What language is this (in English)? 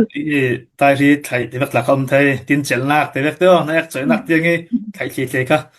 Falam Chin